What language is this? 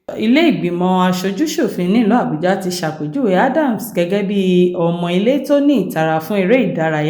Yoruba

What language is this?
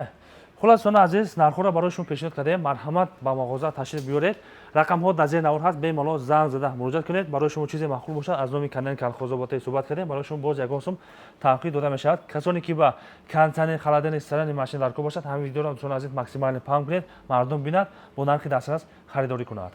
Tajik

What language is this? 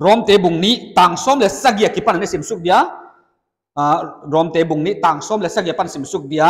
Paite Chin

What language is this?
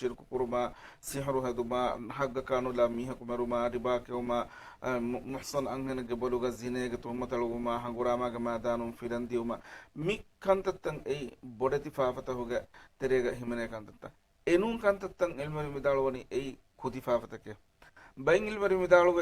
Divehi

